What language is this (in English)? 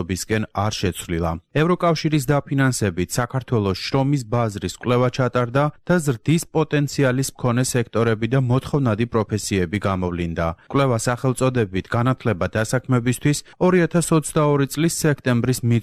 Georgian